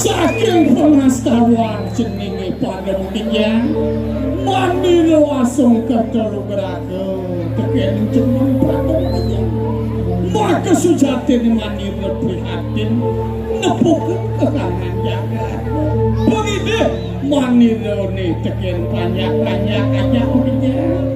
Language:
Balinese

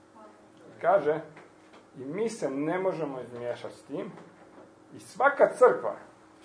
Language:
Croatian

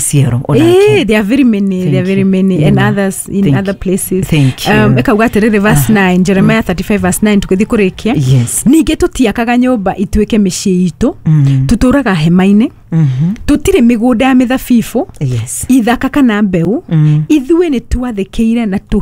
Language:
Kikuyu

